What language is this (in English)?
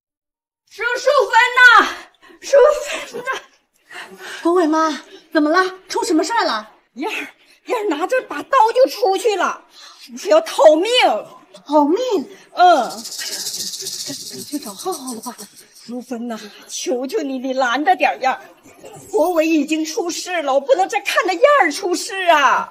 Chinese